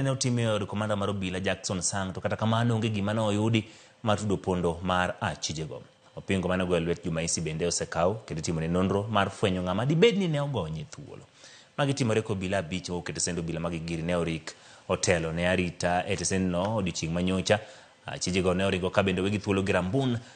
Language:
Luo (Kenya and Tanzania)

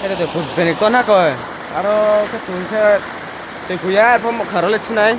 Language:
Riang (India)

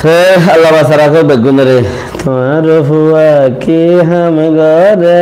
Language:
Rohingya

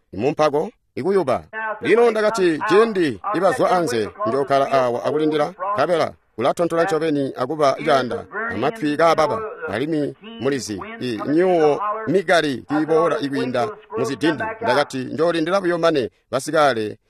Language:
Tonga (Zambia)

